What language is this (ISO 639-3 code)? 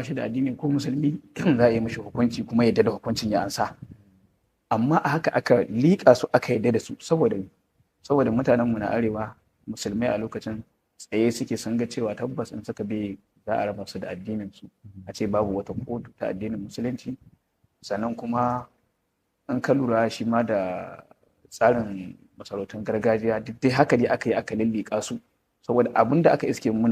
hau